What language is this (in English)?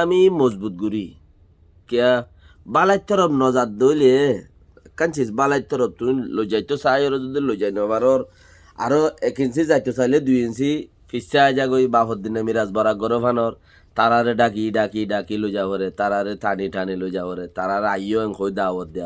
Rohingya